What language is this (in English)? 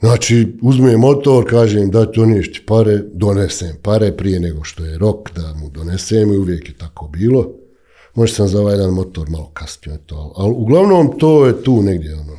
Bosnian